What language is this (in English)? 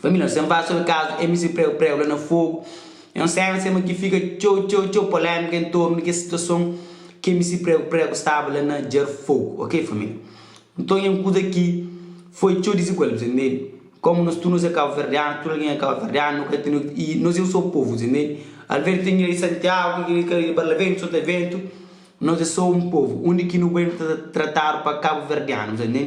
Kabuverdianu